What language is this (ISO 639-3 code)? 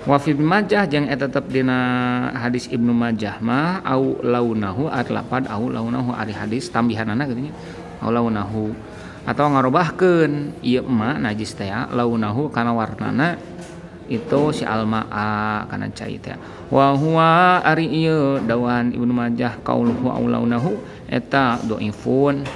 sun